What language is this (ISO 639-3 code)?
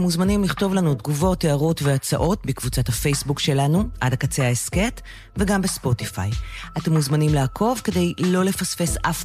heb